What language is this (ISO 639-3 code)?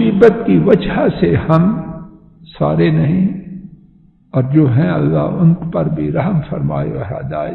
urd